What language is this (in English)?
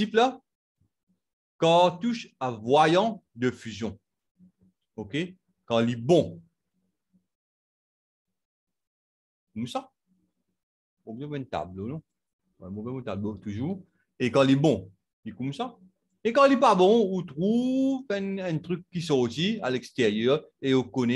French